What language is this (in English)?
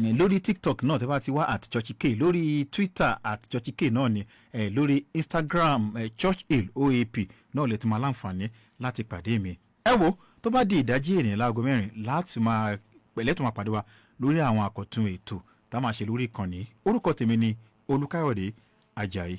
Yoruba